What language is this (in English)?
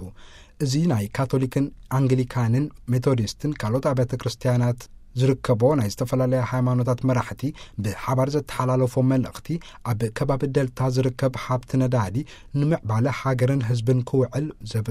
Tigrinya